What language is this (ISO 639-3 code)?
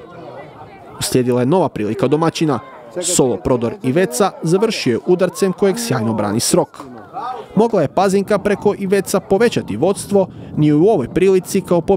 hrv